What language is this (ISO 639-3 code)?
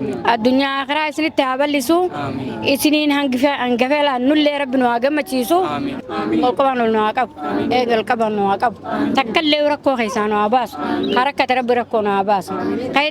orm